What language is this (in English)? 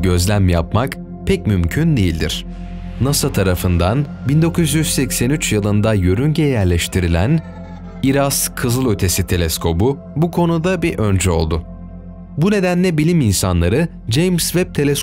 Turkish